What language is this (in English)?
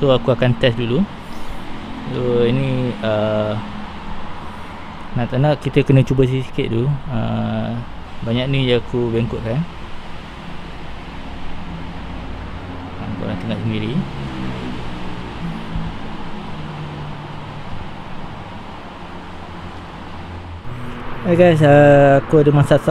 Malay